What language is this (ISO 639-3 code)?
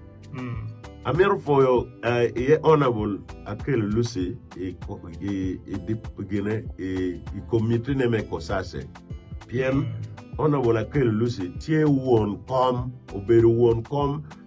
ach